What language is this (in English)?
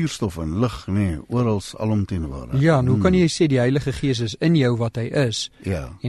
Afrikaans